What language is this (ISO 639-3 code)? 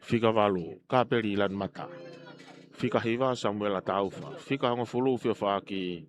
ton